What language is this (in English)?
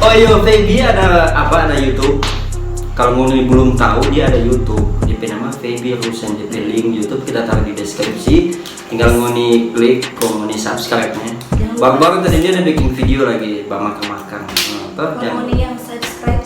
Manado Malay